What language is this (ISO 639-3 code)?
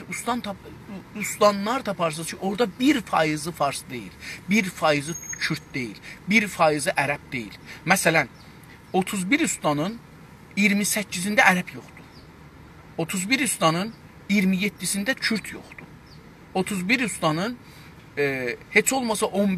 azb